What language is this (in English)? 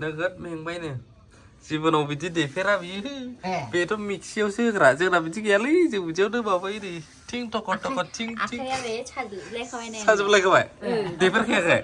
Bodo